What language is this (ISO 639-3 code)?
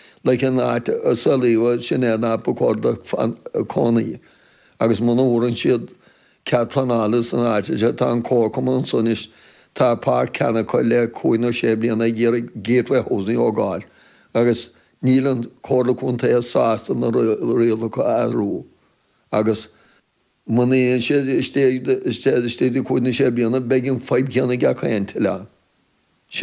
gle